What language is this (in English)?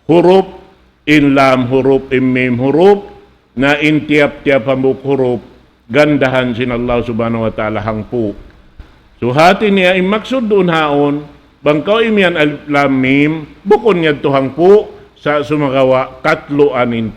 Tausug